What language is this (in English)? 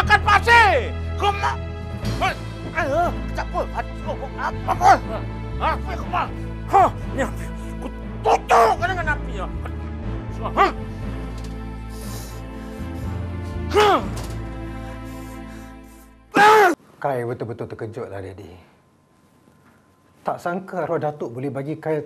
Malay